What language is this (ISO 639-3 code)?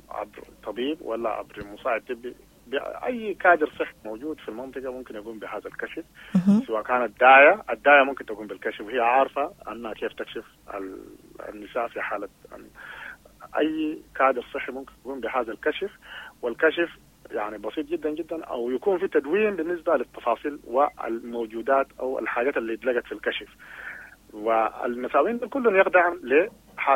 apd